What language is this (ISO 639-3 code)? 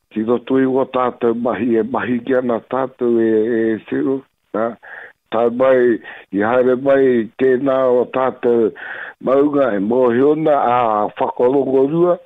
mri